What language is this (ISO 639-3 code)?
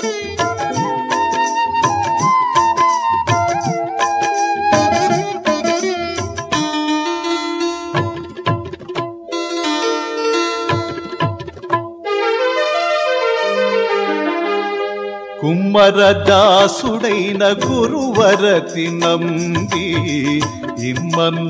tel